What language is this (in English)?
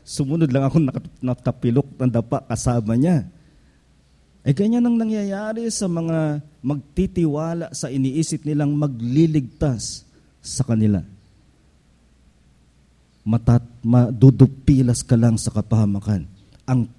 Filipino